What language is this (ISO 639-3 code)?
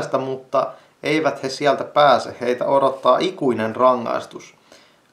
fin